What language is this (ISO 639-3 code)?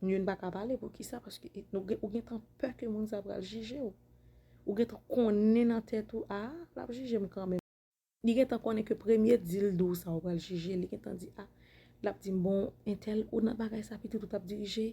hat